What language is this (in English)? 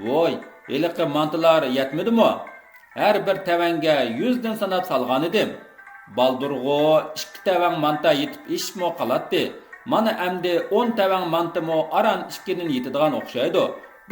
Uyghur